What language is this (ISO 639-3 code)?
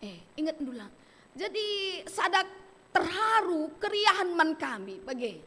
btx